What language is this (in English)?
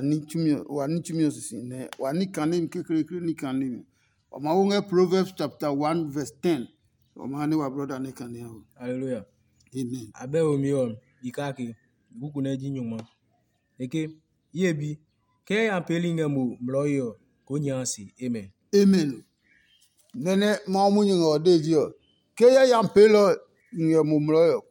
Adangme